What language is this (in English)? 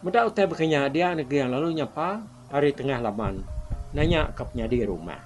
Iban